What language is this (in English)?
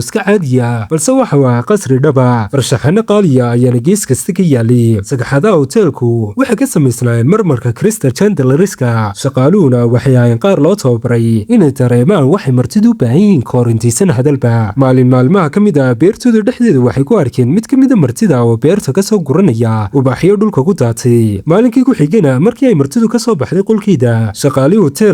Somali